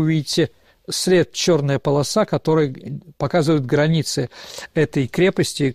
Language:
Russian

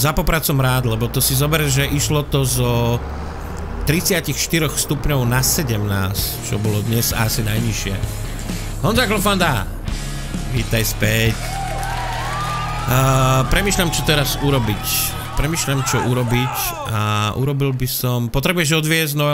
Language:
Slovak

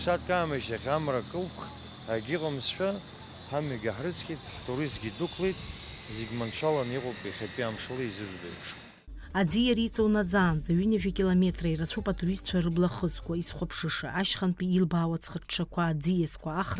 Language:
Abkhazian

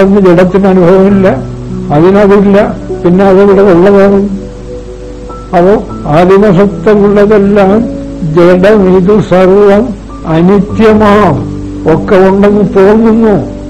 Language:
Malayalam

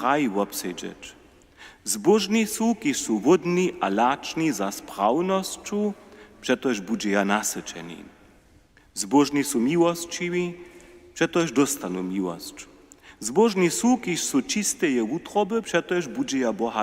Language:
Upper Sorbian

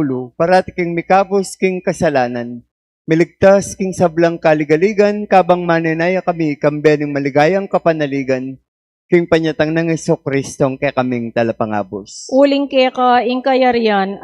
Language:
Pampanga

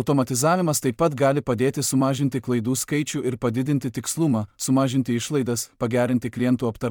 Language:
Lithuanian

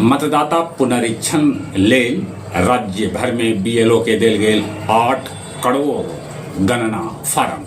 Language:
Magahi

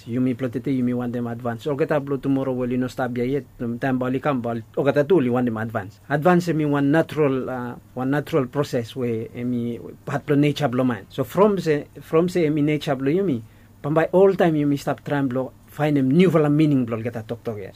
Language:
Bislama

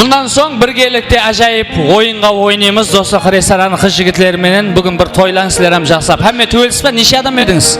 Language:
Kara-Kalpak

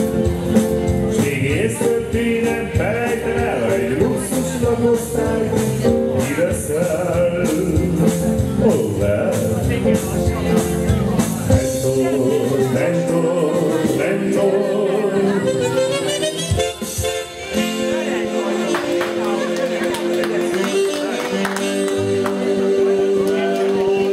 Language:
Hungarian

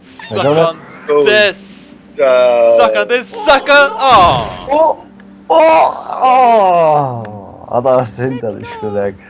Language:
Faroese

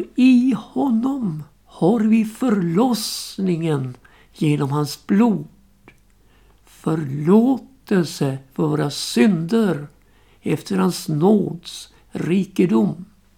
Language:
Swedish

